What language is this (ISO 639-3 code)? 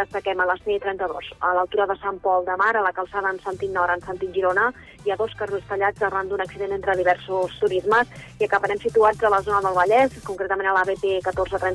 cat